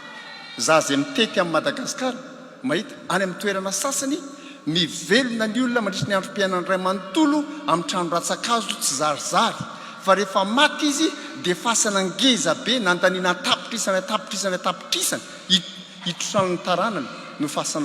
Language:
Malagasy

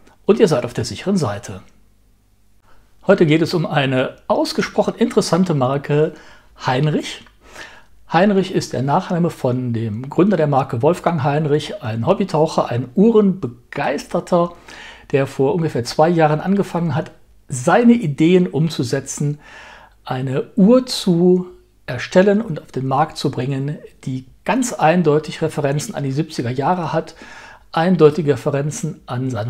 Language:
German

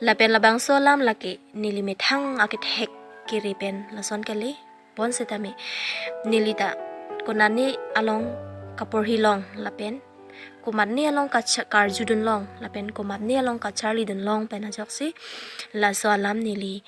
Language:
Karbi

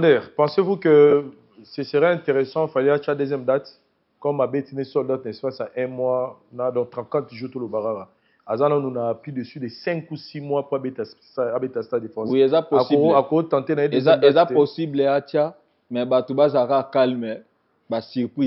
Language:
Lingala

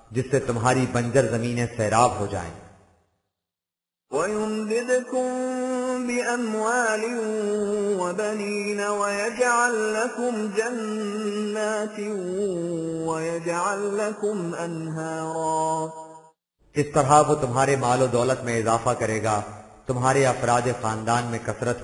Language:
Urdu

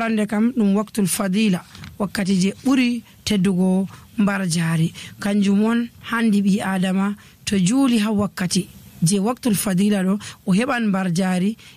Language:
Nigerian Fulfulde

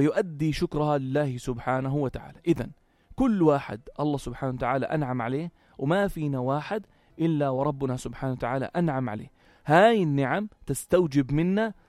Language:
North Levantine Arabic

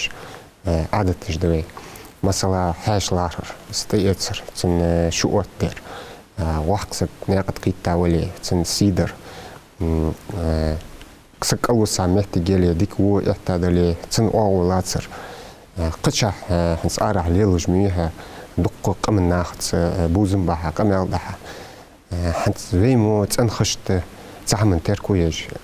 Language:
Ingush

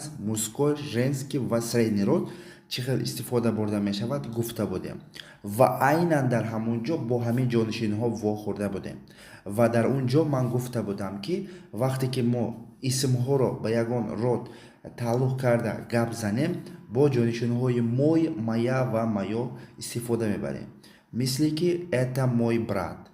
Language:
Tajik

